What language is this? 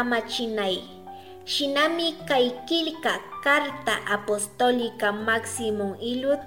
Chimborazo Highland Quichua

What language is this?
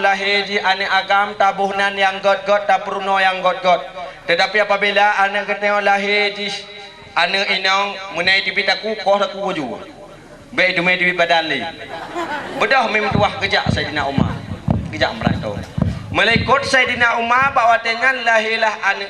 Achinese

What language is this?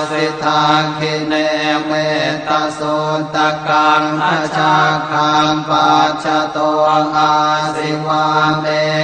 Pali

